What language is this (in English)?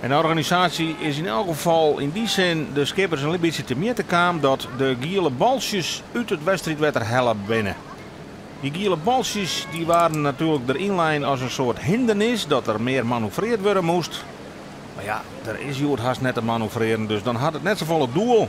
Western Frisian